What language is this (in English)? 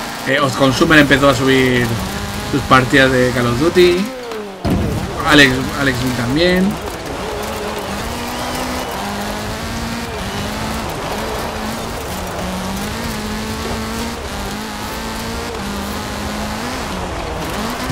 Spanish